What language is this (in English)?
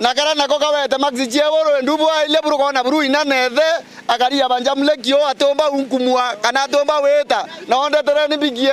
Meru